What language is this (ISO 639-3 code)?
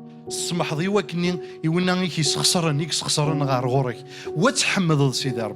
kab